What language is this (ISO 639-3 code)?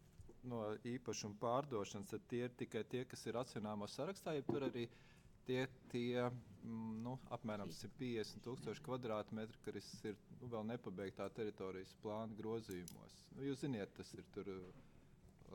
lav